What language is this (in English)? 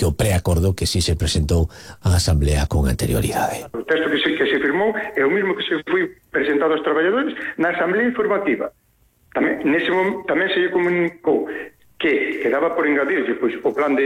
Galician